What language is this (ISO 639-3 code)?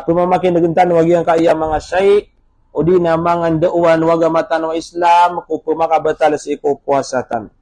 mrw